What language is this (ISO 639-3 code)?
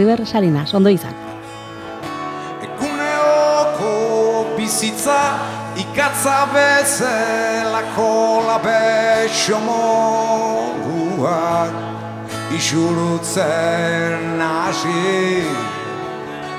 eus